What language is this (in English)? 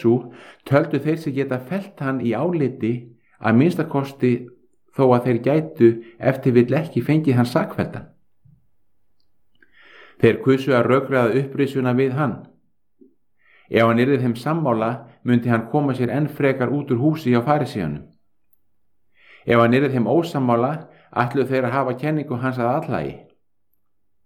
Icelandic